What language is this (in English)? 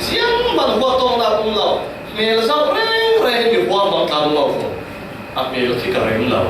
Falam Chin